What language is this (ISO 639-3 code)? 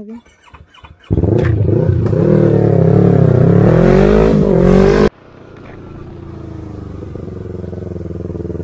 fil